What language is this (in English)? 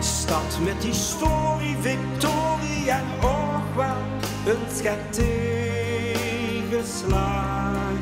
Limburgish